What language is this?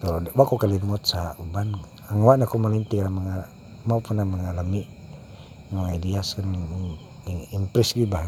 Cebuano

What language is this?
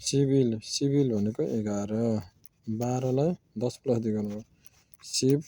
Nepali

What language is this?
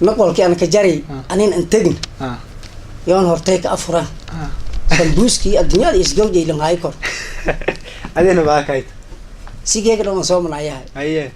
Somali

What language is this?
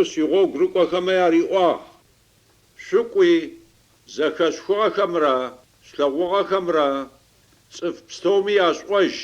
Adyghe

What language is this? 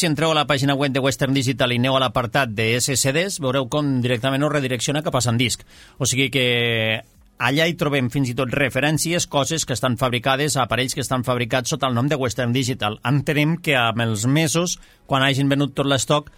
Catalan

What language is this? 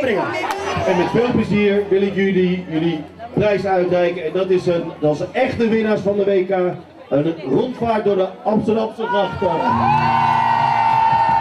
Dutch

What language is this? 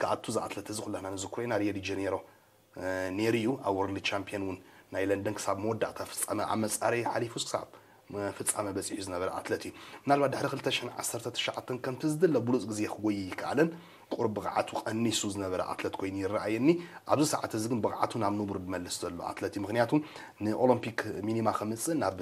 Tigrinya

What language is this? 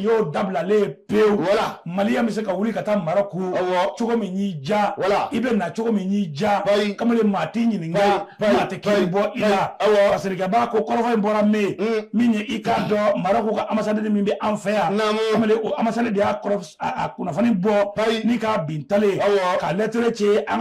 Bambara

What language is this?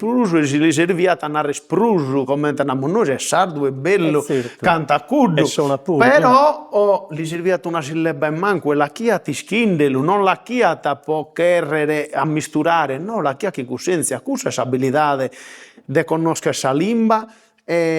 Sardinian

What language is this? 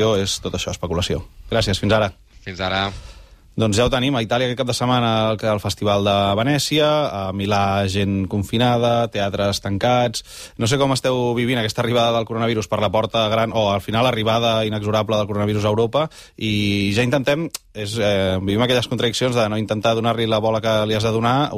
Catalan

